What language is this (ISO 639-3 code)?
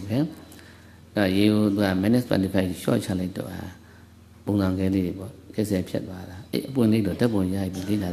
mya